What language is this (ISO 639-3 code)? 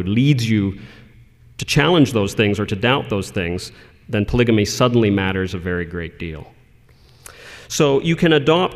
eng